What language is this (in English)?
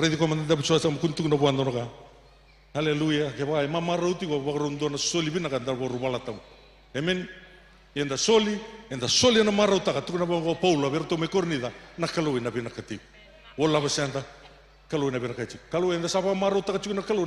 Fijian